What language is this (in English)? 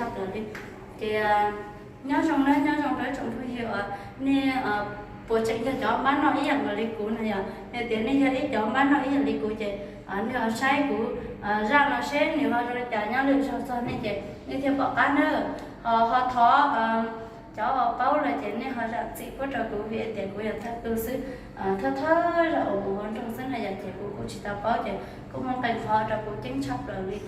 Hmong